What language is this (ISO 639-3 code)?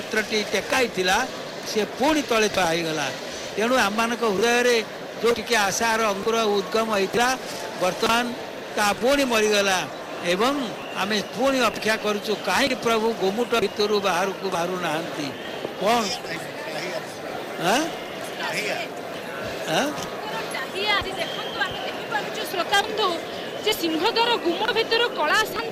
ori